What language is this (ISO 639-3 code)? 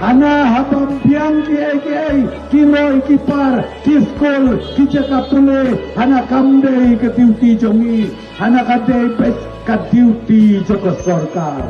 kha